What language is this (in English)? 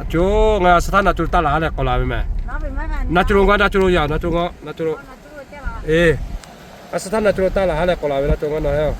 Lahu